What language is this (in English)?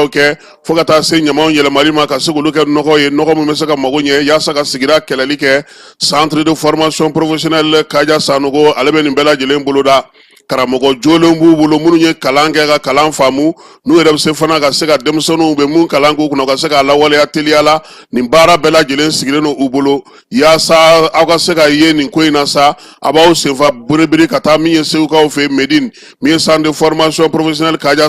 Bambara